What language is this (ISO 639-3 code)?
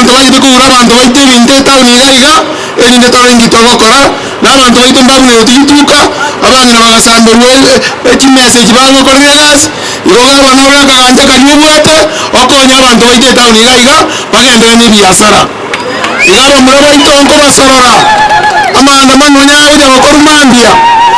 guz